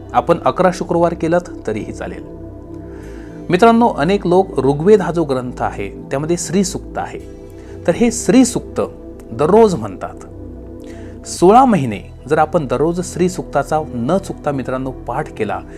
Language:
Marathi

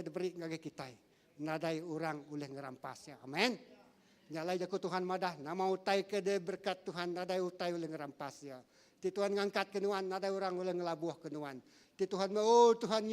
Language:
Iban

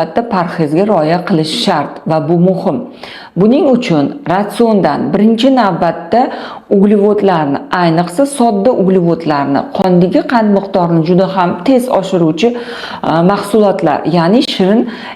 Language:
Uzbek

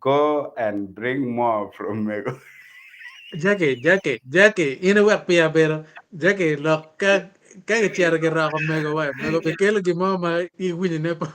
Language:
Acoli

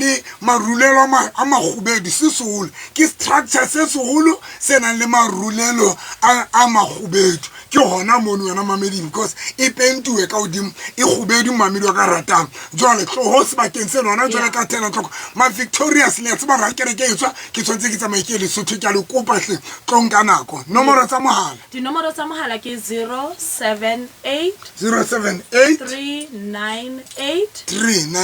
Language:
Southern Sotho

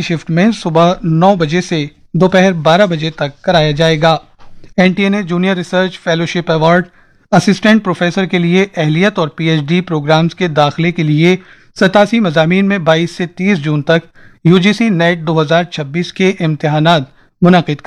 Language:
Urdu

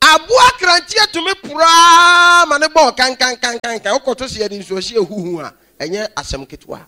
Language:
Akan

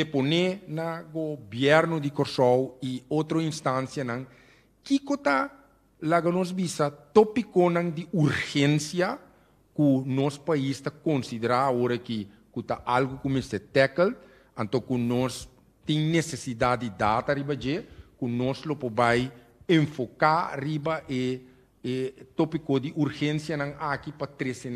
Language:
Papiamento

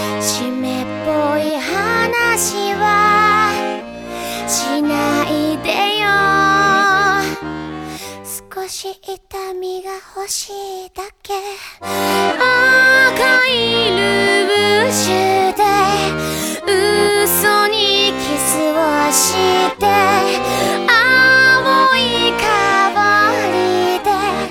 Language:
Japanese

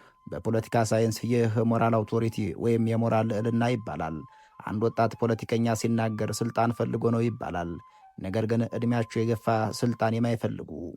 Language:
Amharic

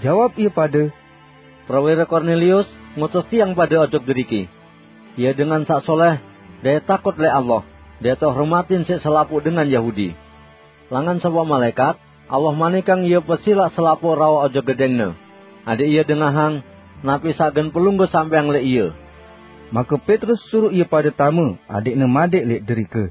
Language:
Sasak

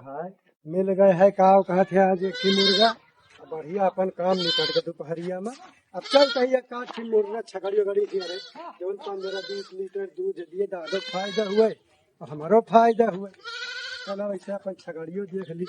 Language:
Awadhi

